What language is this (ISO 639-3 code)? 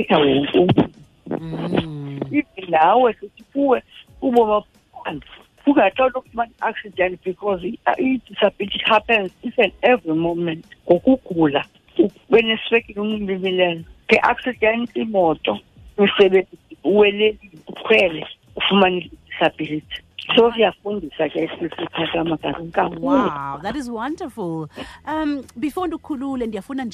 xho